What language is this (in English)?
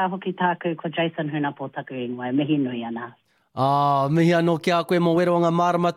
Māori